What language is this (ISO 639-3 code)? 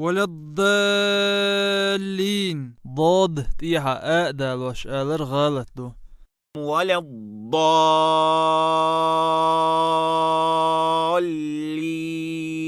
che